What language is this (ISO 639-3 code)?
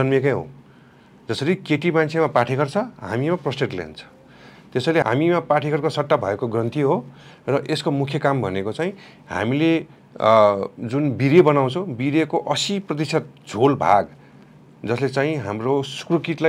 nep